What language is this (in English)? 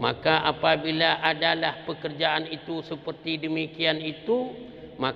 Achinese